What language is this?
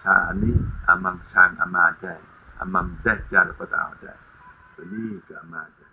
Jarai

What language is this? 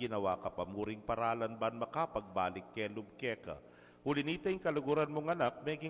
Pampanga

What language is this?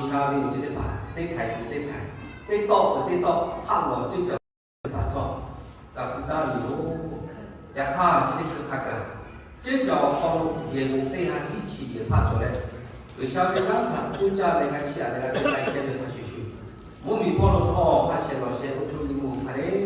Lahu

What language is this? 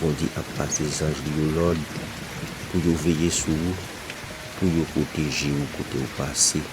Haitian Creole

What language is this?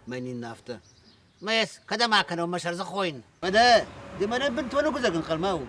Ossetic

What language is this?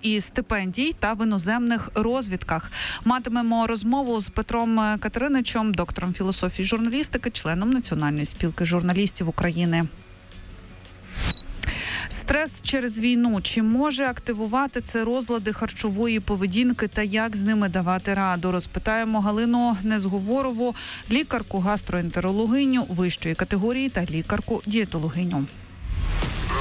Ukrainian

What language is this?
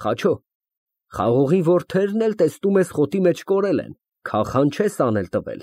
Armenian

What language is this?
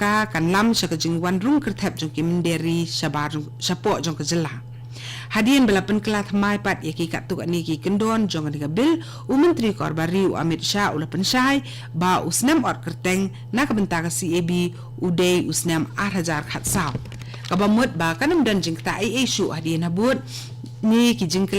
Khasi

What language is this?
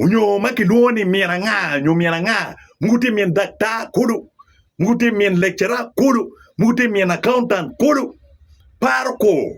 Acoli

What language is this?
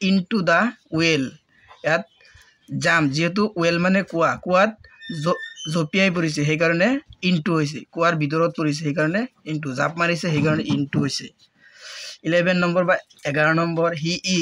Assamese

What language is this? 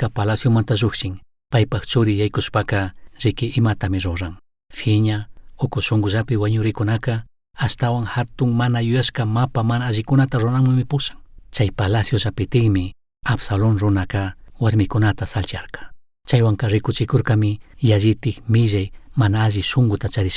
Chimborazo Highland Quichua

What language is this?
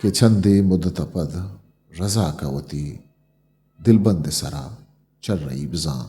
Eastern Balochi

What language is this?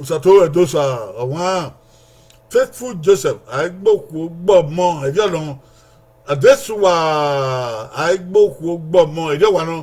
Bini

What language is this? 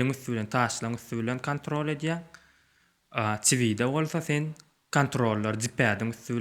Turkmen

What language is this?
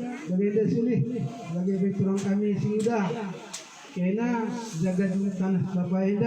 Batak Karo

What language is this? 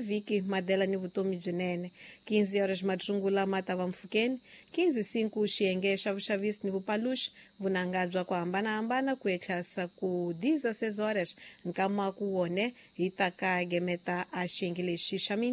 Tsonga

